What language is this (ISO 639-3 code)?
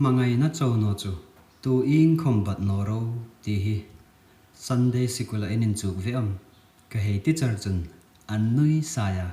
hmr